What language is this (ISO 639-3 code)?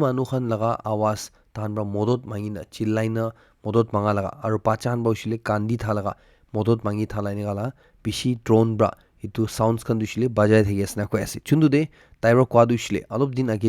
nag